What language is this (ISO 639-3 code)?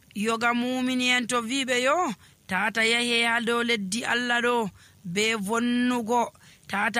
fuv